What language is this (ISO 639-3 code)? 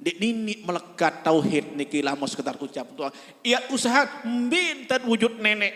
sas